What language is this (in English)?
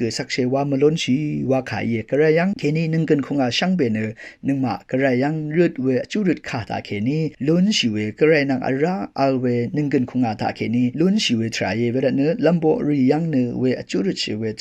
Rawang